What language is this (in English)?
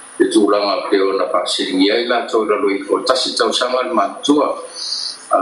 Samoan